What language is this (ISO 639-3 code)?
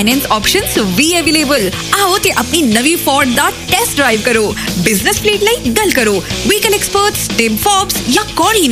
pan